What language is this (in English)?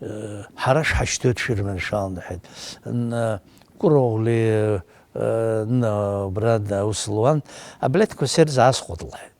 Abkhazian